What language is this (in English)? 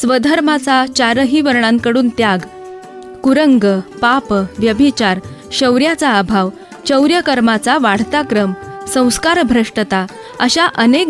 Marathi